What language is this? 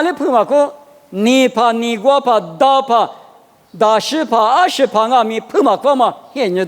Lisu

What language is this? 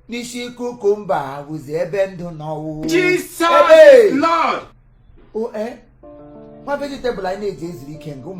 Igbo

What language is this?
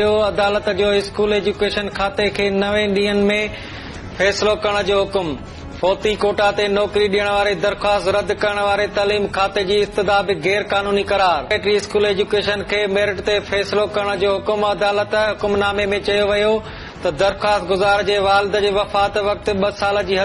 Sindhi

